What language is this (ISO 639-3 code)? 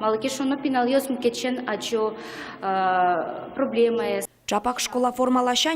udm